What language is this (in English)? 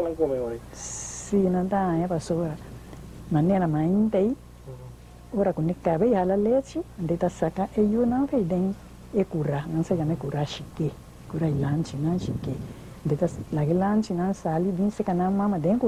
Papiamento